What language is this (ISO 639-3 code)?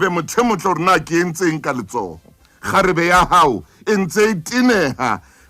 sot